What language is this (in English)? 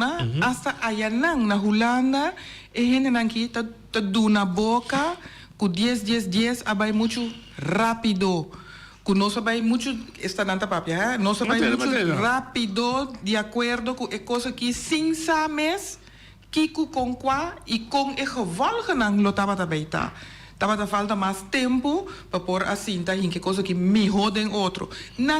Papiamento